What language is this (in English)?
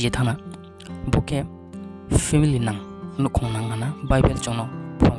Riang (India)